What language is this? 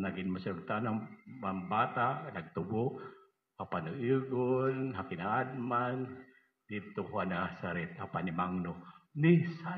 Waray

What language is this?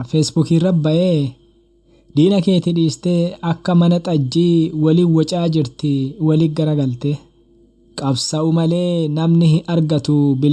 Oromo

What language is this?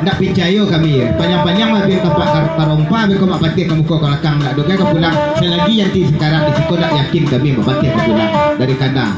Minangkabau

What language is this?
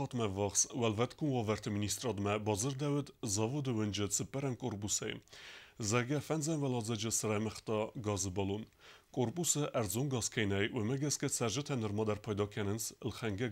Ossetic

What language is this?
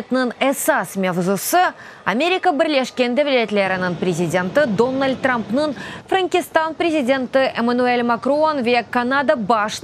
Crimean Tatar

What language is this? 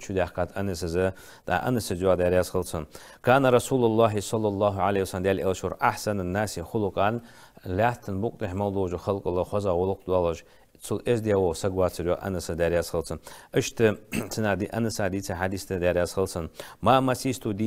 Ingush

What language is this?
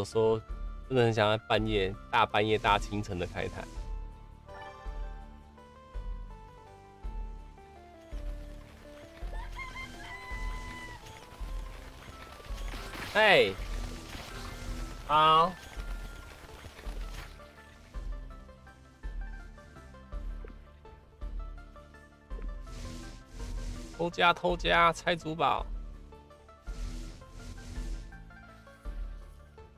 Chinese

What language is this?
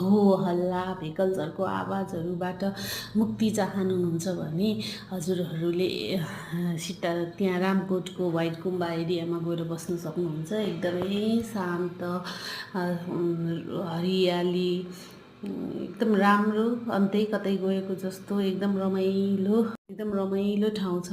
Nepali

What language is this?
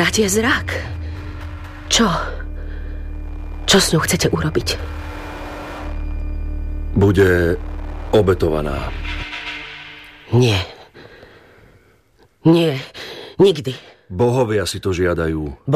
Slovak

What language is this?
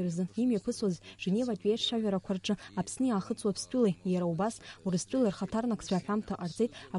Abkhazian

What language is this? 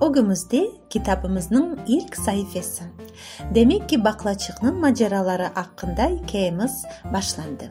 Crimean Tatar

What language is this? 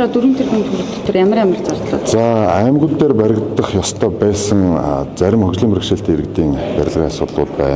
Mongolian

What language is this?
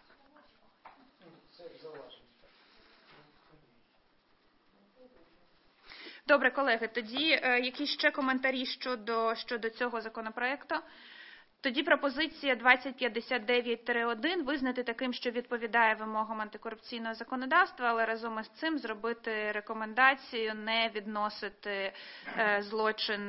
Ukrainian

